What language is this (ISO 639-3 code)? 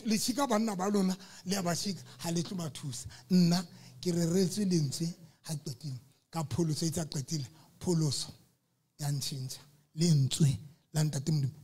sot